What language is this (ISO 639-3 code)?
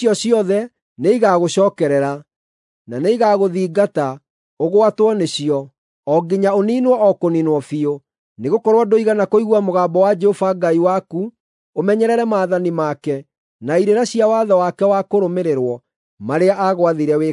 kik